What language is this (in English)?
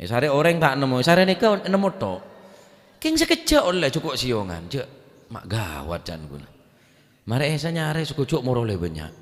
Madurese